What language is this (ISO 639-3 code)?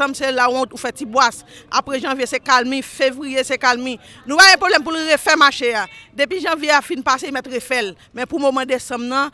hat